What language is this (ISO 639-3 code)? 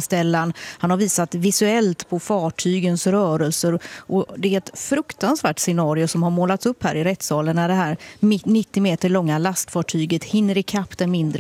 swe